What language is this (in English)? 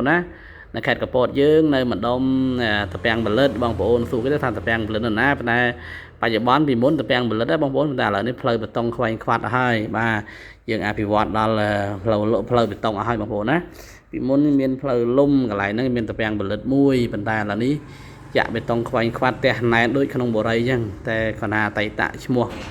Khmer